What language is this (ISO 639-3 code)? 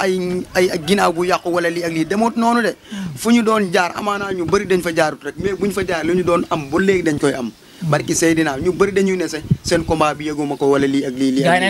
wol